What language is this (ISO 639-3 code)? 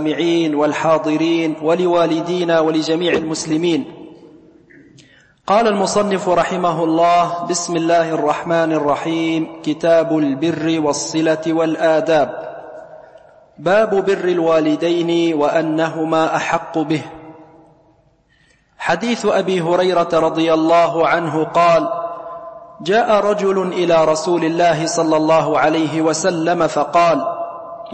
ara